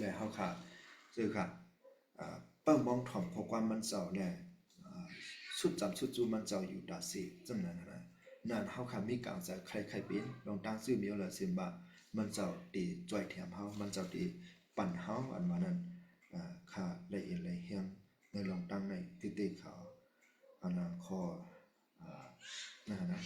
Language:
Shan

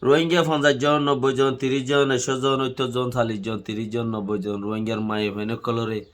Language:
Rohingya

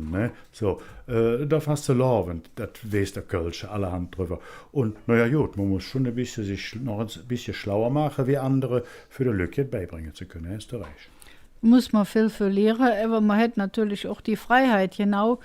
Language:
Colognian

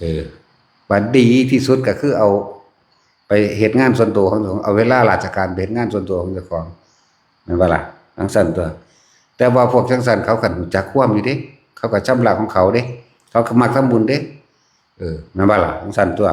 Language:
Lao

